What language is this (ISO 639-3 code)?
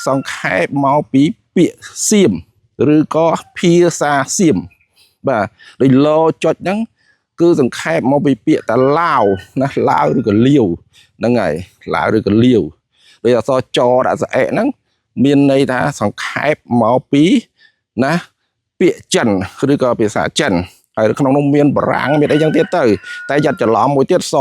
khm